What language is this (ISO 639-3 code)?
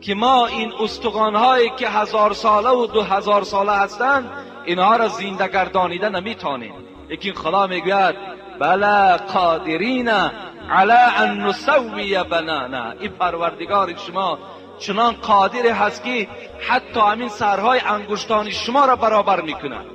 tgk